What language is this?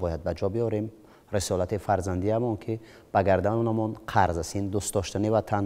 Tajik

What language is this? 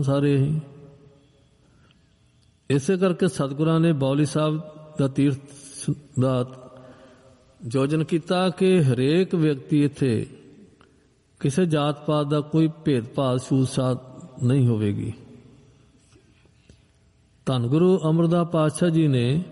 Punjabi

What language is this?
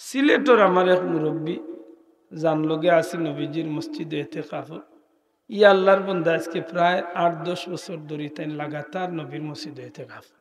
Sylheti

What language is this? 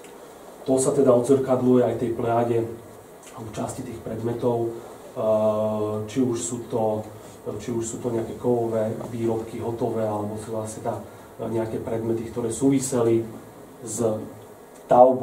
Slovak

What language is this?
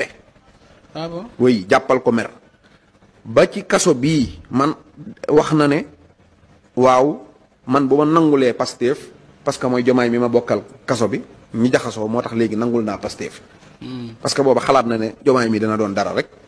Wolof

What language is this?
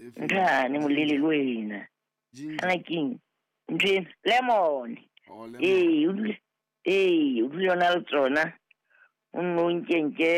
Southern Sotho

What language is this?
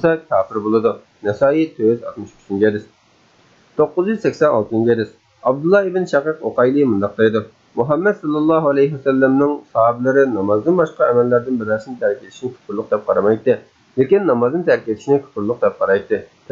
Uyghur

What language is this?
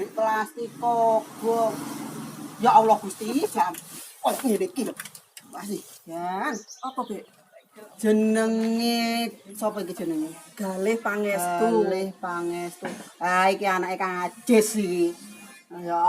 Javanese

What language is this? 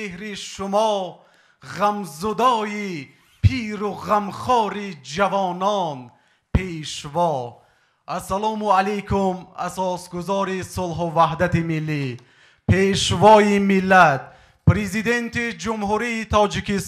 Tajik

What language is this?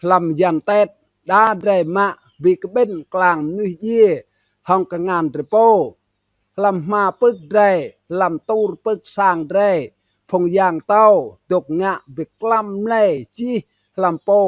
Rade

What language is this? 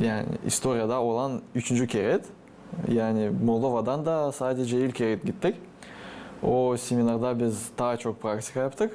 Gagauz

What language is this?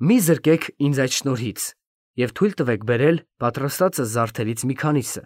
Armenian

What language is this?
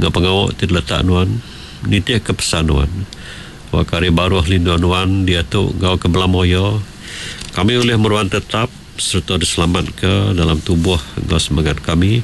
Iban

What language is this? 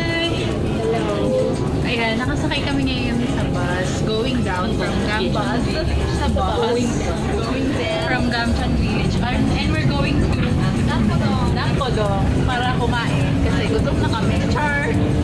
Filipino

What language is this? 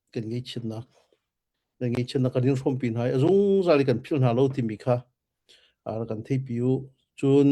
Hakha Chin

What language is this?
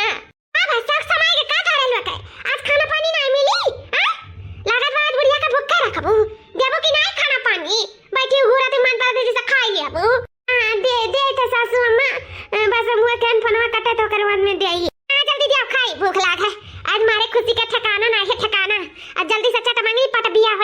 Awadhi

